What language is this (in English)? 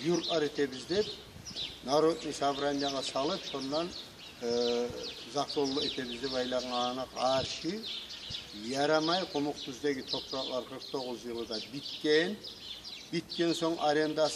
Kumyk